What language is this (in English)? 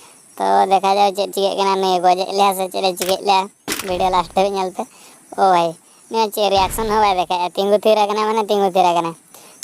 Santali